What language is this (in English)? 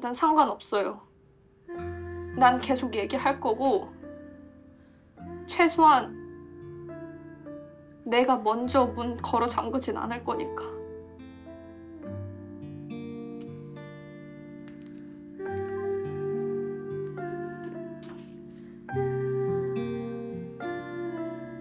Korean